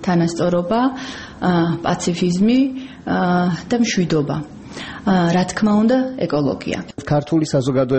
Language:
Georgian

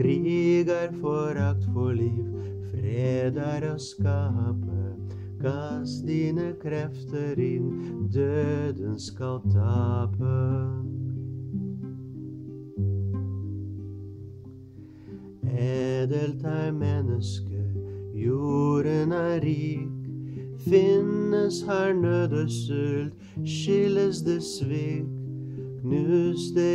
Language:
Norwegian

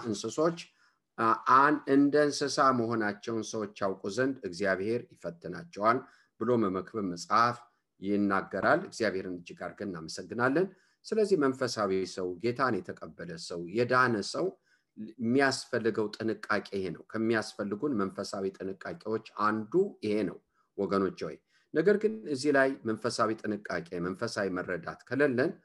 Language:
Amharic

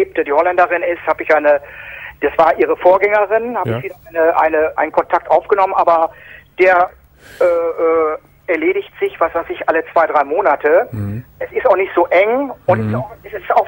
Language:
German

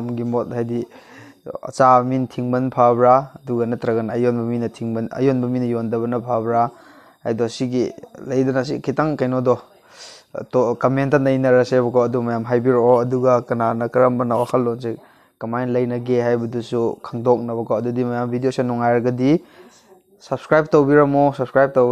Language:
Manipuri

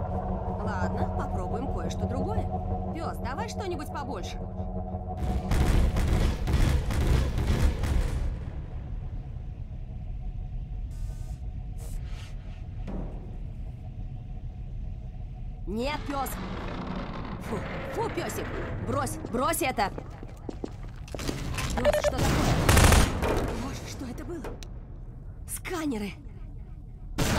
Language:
Russian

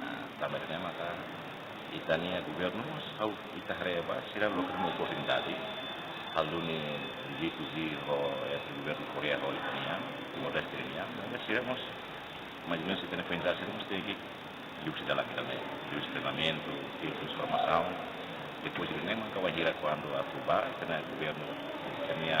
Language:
Tetum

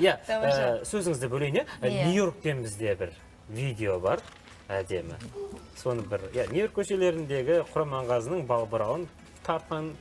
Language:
Kazakh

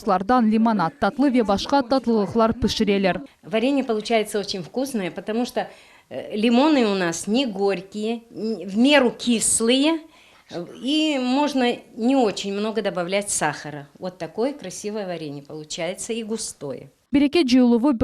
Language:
Crimean Tatar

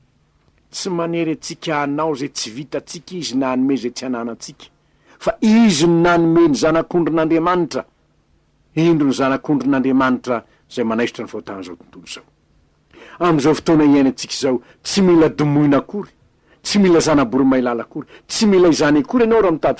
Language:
Malagasy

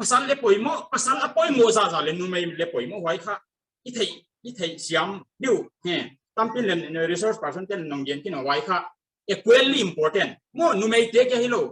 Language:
Paite Chin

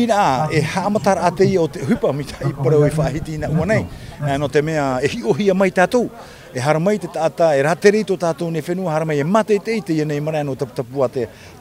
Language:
Tahitian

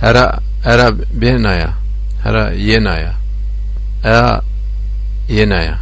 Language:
Zaza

